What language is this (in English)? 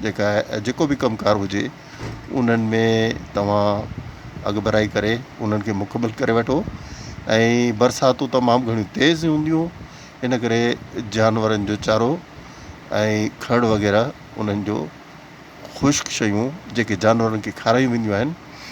Sindhi